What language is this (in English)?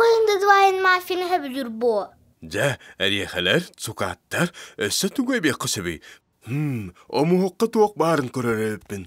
Yakut